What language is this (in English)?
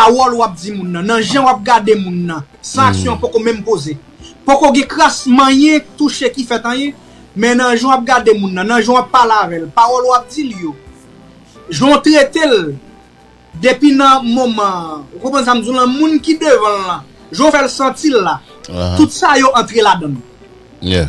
Haitian Creole